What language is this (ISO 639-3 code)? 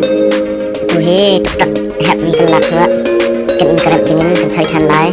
cnh